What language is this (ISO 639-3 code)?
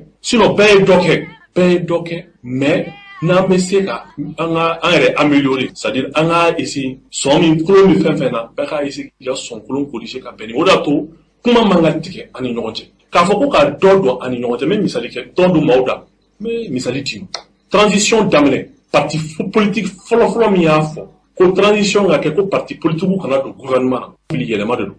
bam